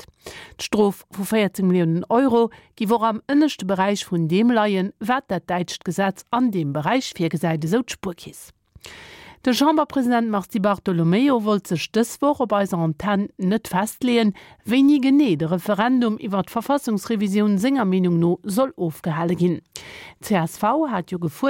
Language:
Luxembourgish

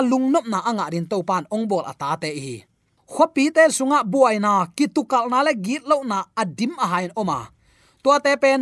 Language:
Tedim Chin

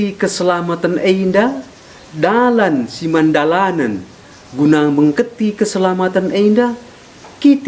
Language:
Batak Karo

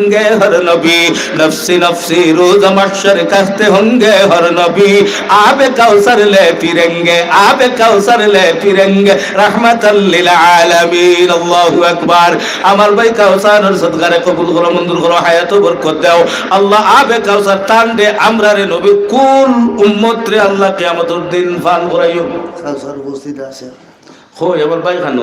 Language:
Sylheti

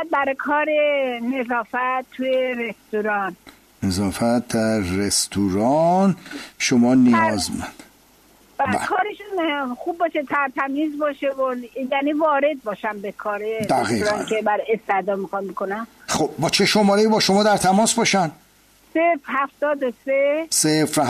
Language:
Persian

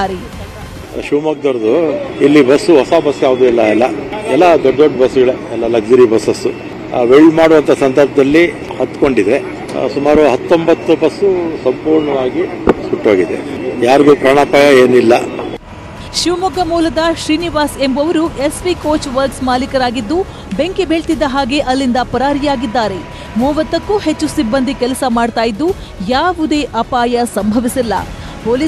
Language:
Kannada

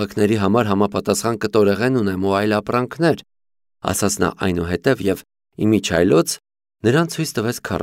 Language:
Armenian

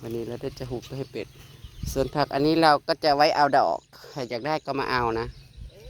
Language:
Northeastern Thai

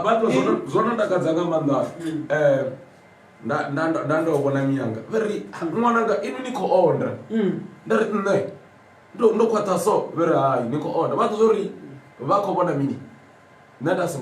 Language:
Venda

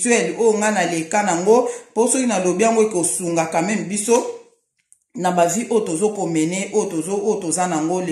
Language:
Lingala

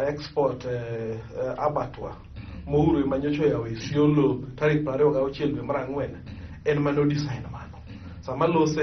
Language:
Luo (Kenya and Tanzania)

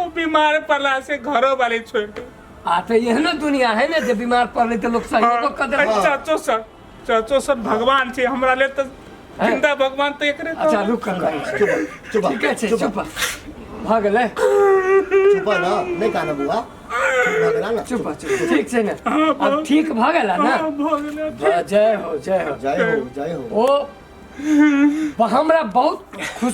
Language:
Maithili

